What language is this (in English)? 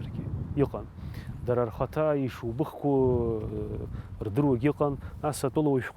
Abkhazian